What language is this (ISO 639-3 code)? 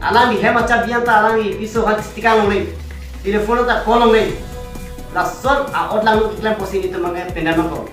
mjw